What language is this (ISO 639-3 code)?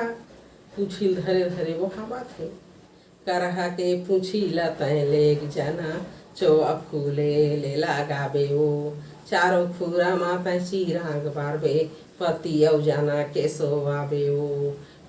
hne